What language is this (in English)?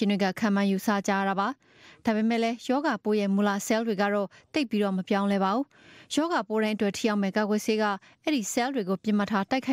Burmese